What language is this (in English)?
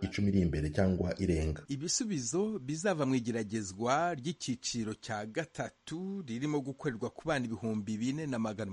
Kinyarwanda